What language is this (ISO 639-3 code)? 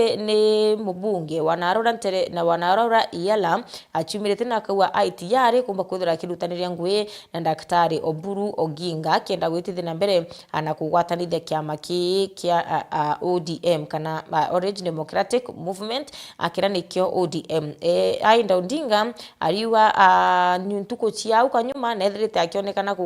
mer